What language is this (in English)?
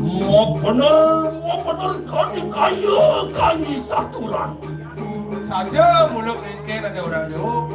Balinese